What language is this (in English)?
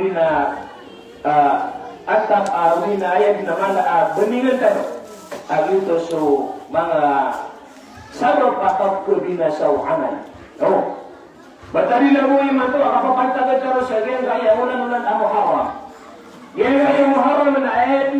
Maranao